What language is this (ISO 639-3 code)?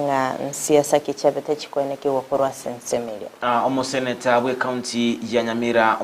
guz